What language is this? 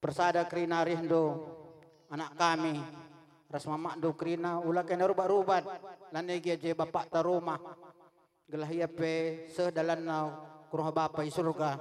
Batak Karo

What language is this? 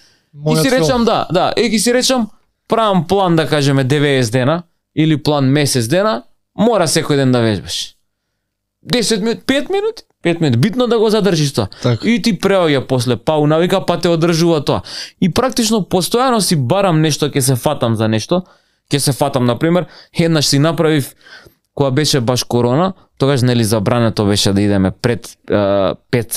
Macedonian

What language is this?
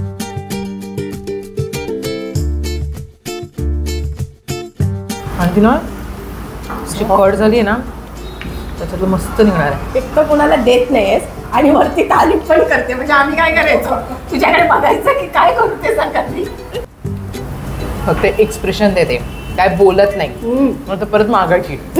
Marathi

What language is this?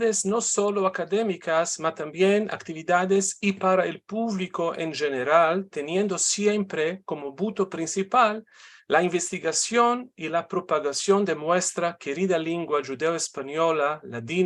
Ladino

